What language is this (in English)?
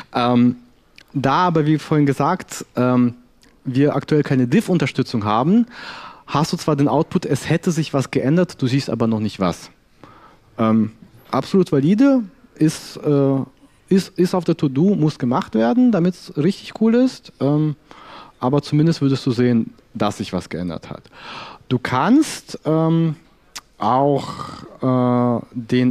German